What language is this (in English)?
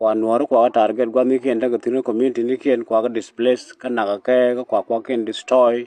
Nuer